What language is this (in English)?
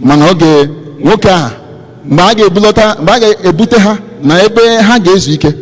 Igbo